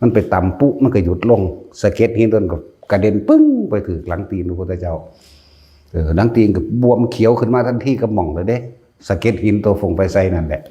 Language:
Northeastern Thai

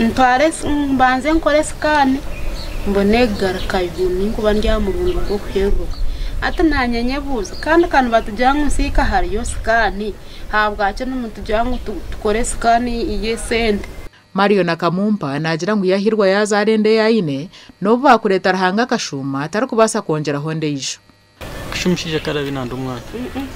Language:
Nyankole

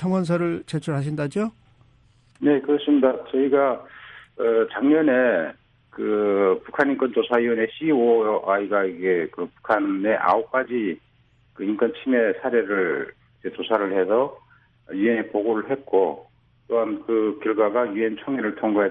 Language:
Korean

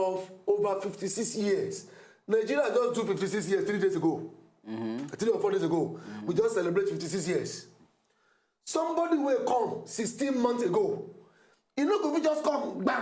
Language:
Nigerian Pidgin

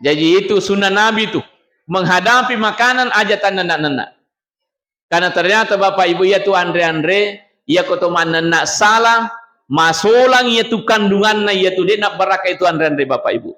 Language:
Buginese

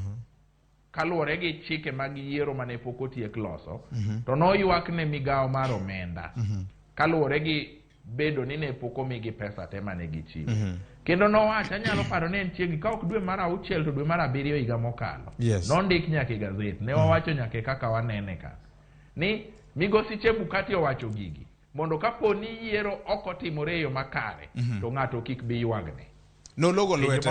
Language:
Luo (Kenya and Tanzania)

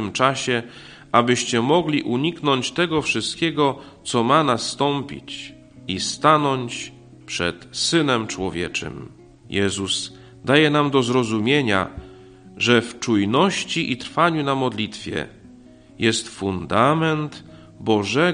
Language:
Polish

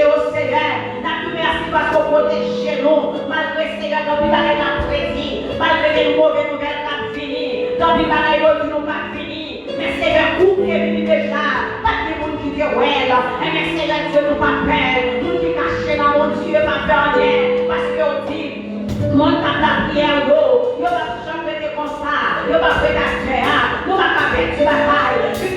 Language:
Haitian Creole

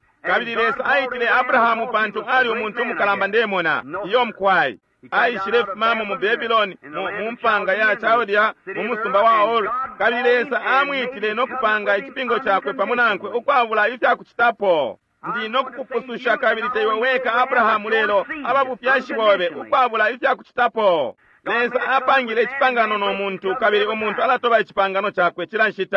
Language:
Bemba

